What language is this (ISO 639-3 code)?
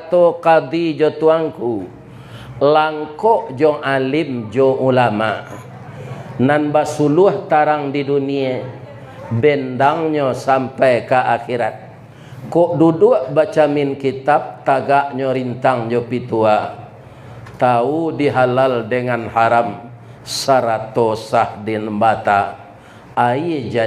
min